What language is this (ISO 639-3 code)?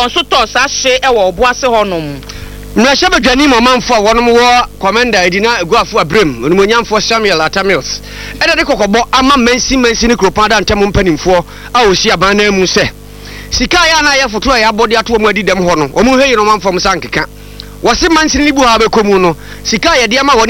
aka